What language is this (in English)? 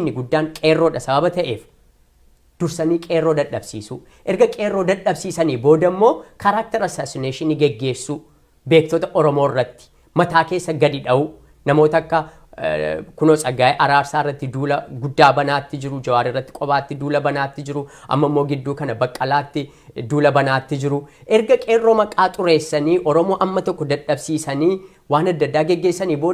Oromo